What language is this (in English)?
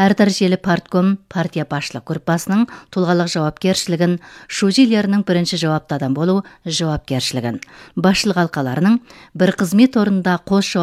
Kazakh